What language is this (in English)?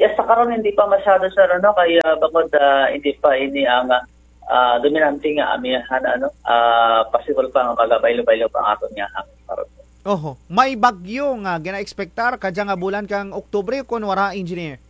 Kinaray-a